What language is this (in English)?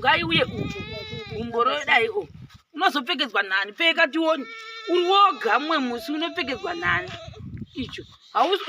Shona